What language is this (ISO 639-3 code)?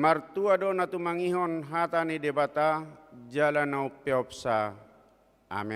bbc